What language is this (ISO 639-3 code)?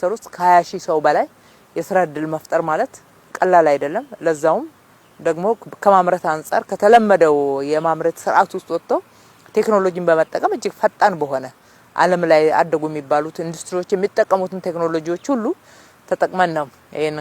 amh